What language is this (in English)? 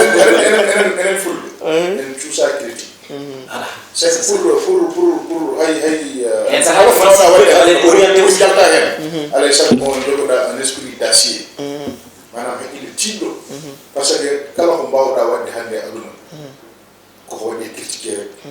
Fula